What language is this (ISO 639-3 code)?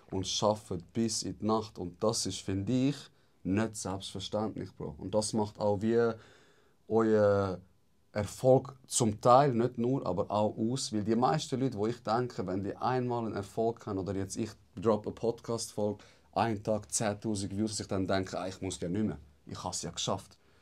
gsw